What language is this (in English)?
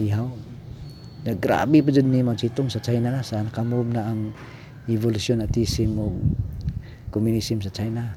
Cebuano